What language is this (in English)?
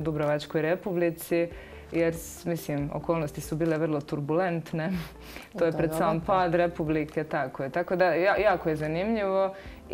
Croatian